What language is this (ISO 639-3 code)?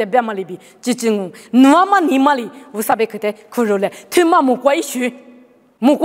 lis